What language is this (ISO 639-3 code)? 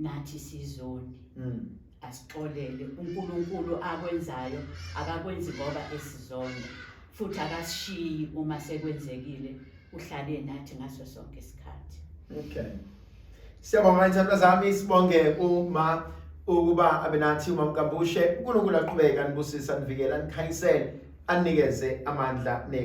zul